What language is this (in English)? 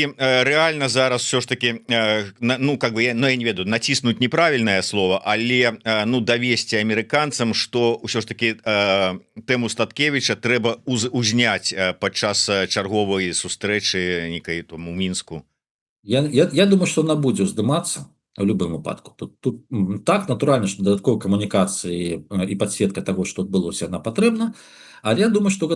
Belarusian